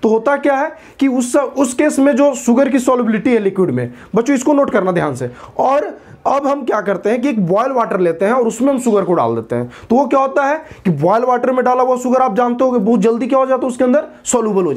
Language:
Hindi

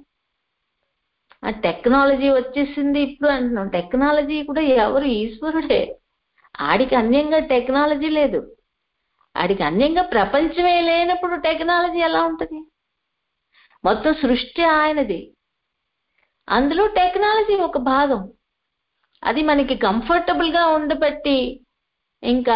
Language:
Telugu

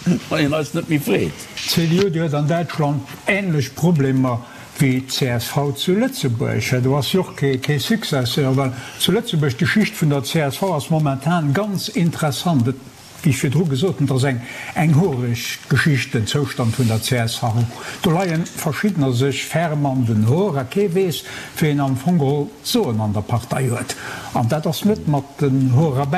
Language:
Luxembourgish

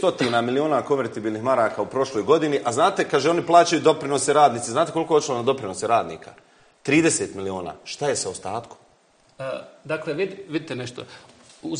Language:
Bosnian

